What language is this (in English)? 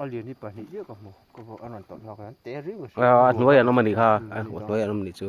Mizo